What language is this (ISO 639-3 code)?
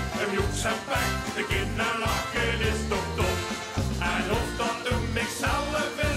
lim